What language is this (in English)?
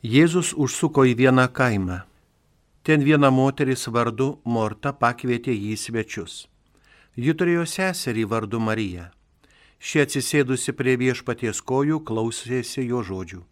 Lithuanian